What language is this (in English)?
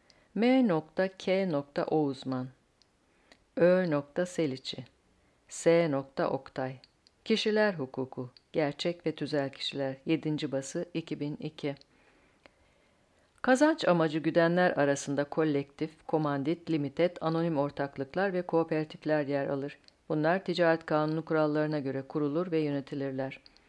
Turkish